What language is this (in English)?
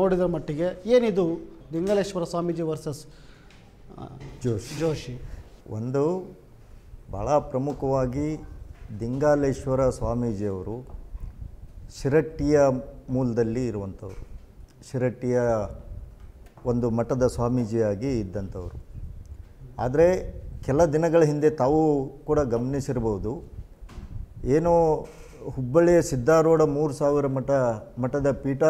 Kannada